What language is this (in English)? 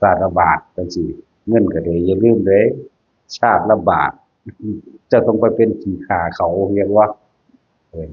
Northeastern Thai